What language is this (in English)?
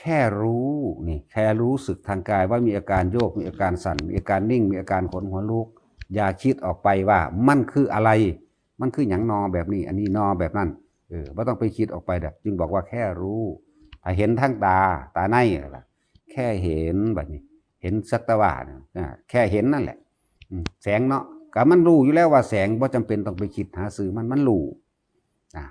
Northeastern Thai